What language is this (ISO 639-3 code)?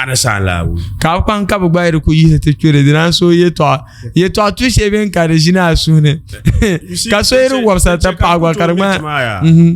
dag